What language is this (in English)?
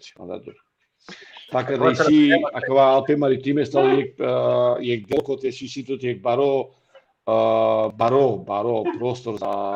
Balkan Romani